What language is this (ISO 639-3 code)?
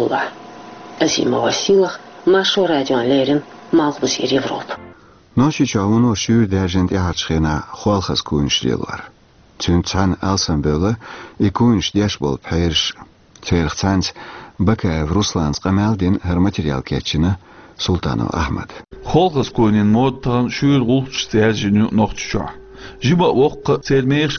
che